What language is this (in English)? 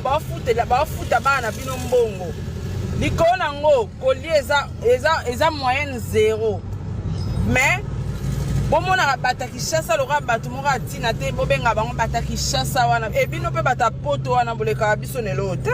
Lingala